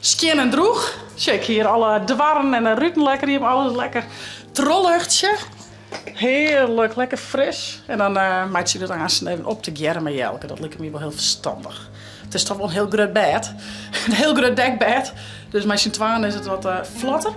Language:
Western Frisian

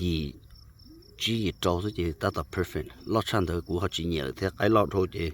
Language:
Hmong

